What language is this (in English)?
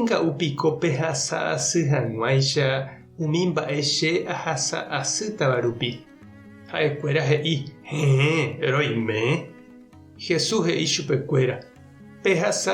Guarani